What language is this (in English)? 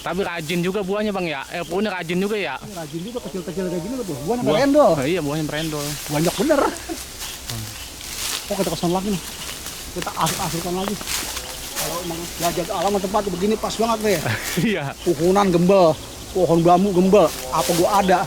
Betawi